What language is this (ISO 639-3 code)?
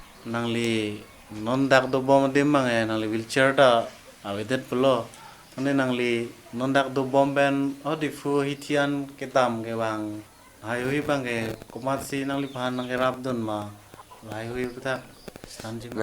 mjw